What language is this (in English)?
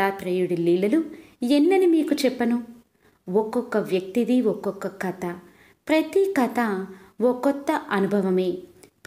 Telugu